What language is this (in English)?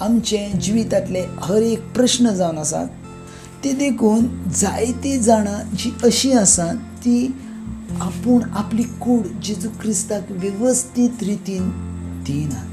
Konkani